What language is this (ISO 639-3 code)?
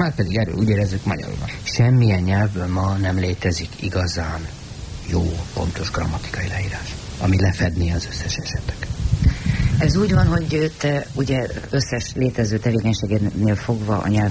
hun